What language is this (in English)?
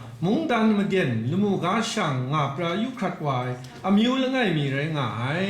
Kachin